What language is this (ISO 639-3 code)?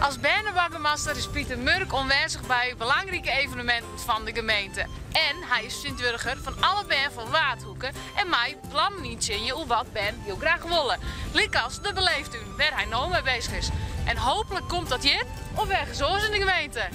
fry